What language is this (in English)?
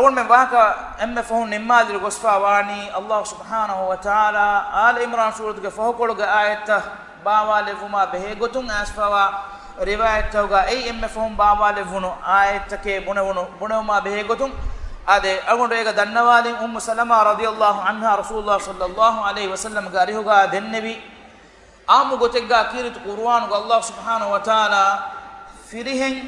Divehi